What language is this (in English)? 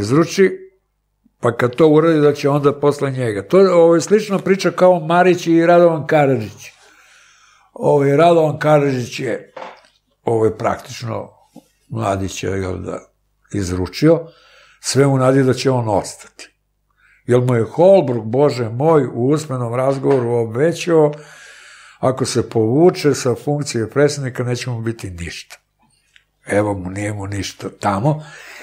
Serbian